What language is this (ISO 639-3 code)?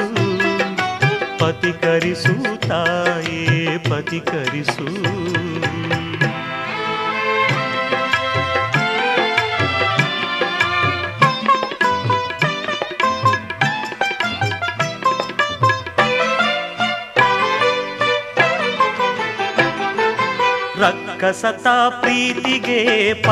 kan